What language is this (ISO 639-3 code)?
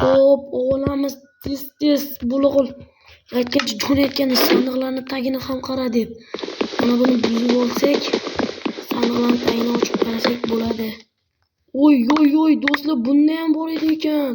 uzb